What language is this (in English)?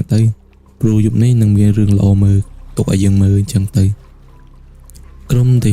Khmer